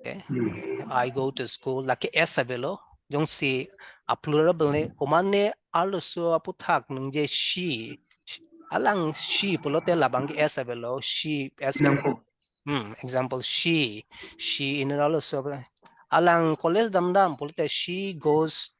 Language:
Karbi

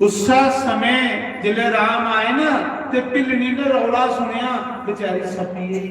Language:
Dogri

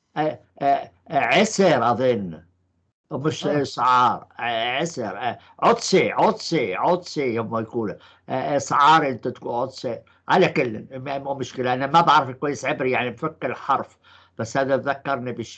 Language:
North Levantine Arabic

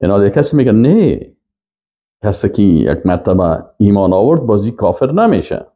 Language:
Persian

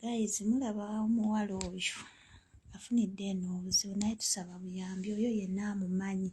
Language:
Ganda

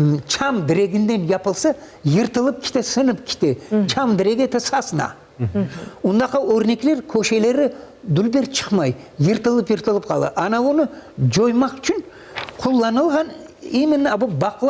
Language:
Crimean Tatar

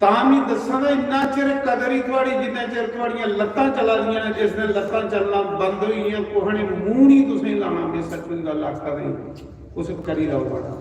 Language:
Dogri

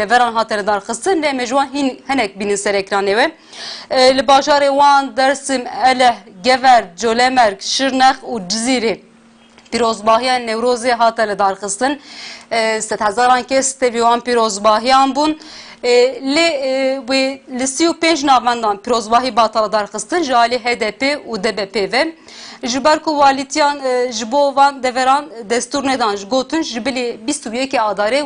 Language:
Kurdish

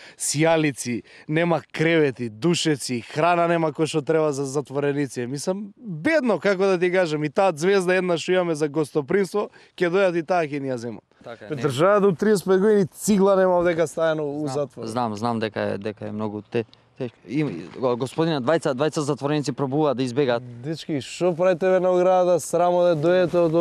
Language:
Macedonian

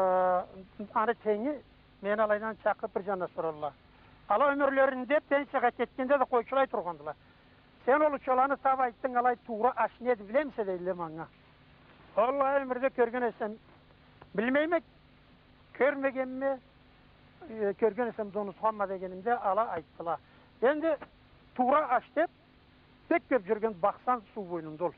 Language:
Karachay-Balkar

